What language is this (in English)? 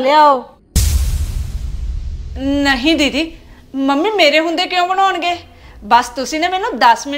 Punjabi